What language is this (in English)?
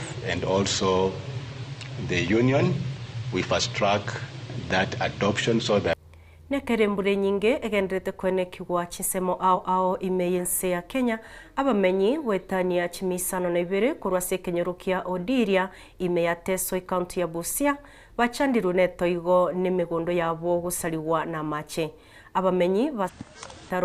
Gusii